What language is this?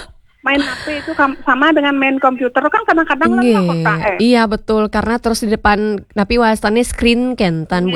Balinese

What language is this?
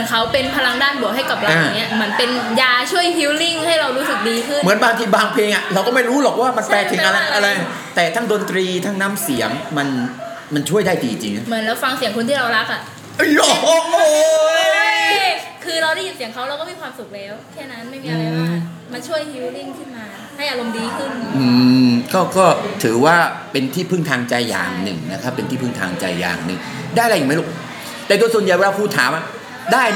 Thai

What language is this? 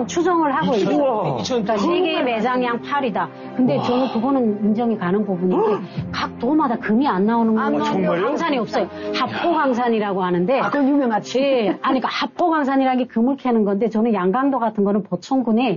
Korean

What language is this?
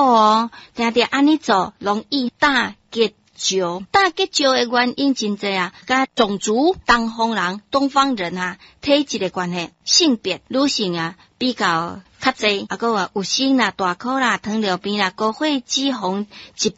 Min Nan Chinese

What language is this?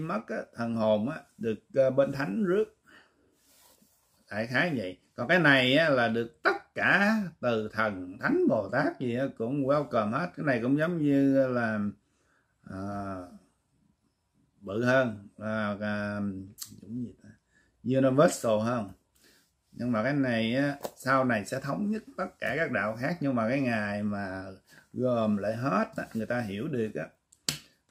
Vietnamese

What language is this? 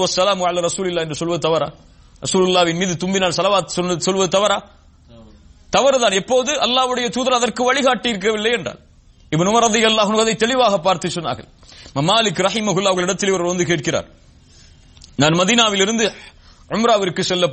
Tamil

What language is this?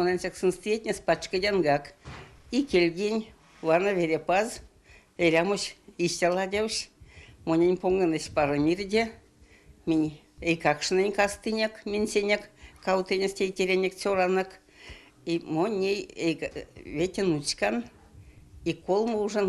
Erzya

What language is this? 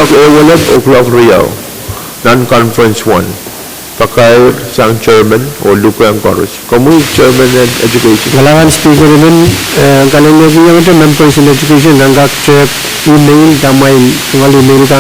Pohnpeian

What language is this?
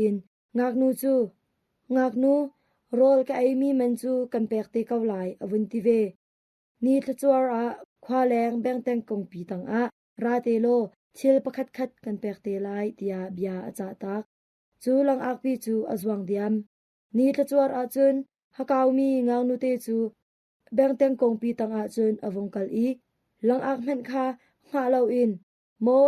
Hakha Chin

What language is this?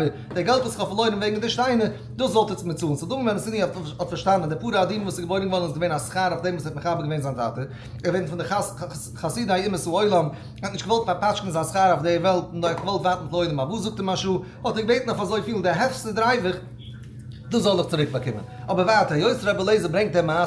Yiddish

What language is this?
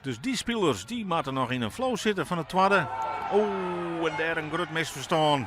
Western Frisian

